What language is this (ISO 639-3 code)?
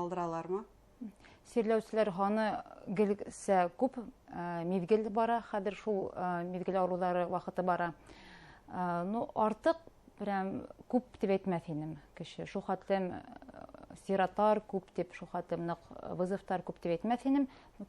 bak